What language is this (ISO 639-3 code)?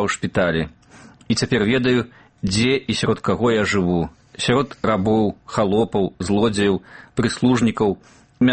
bel